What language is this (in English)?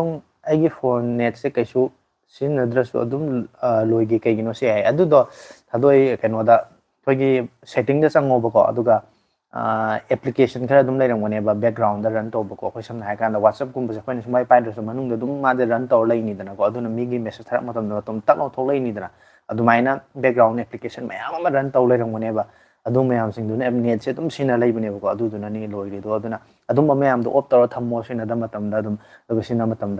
Manipuri